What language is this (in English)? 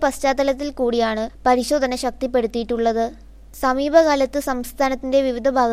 Malayalam